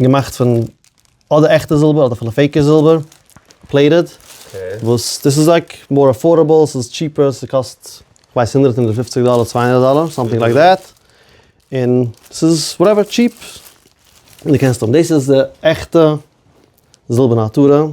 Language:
Yiddish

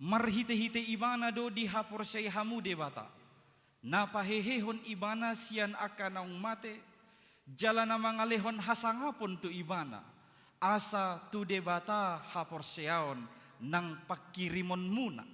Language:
Batak Toba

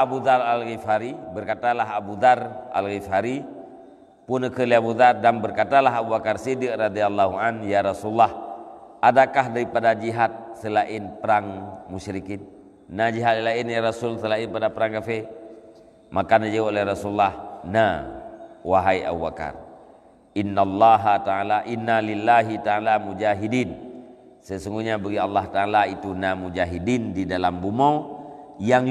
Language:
Achinese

